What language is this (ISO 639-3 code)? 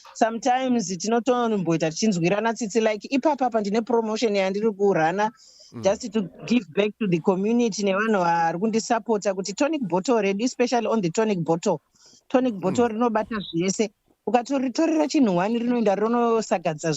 sna